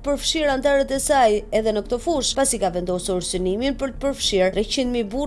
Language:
Albanian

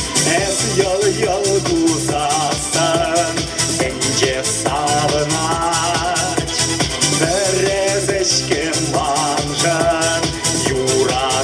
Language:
Chuvash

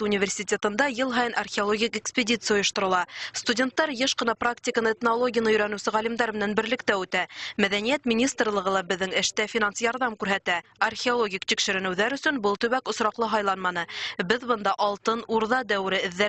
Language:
Bashkir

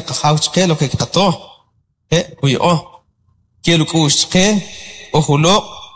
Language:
Kʼicheʼ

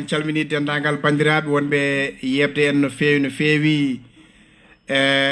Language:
Fula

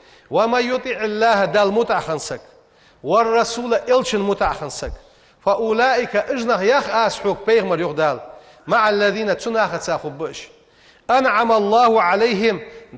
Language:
Ingush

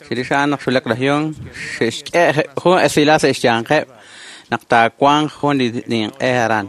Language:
Kekchí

